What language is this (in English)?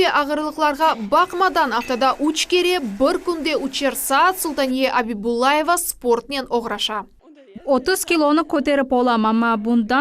Crimean Tatar